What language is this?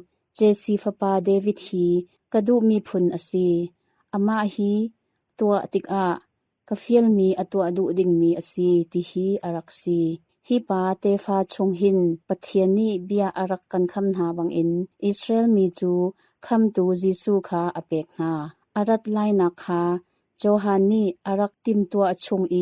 Hakha Chin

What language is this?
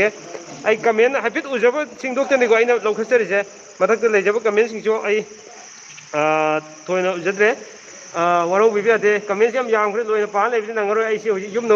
Manipuri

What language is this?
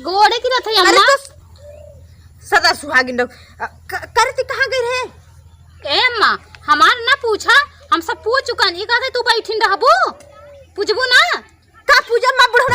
Awadhi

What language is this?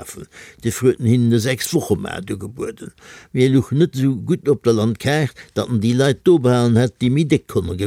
Luxembourgish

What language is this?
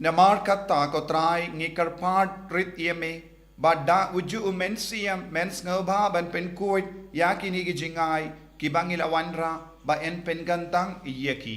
Khasi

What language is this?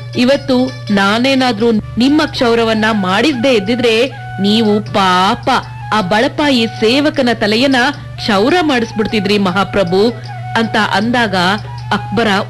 Kannada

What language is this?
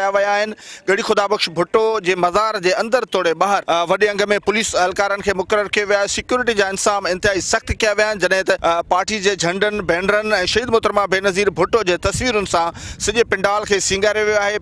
Sindhi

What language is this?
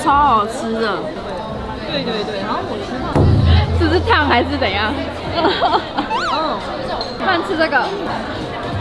Chinese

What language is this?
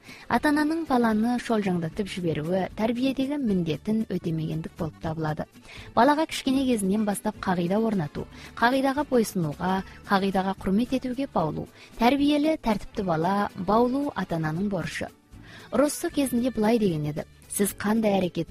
Kazakh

